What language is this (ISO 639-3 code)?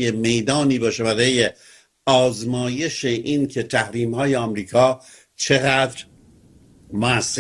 fas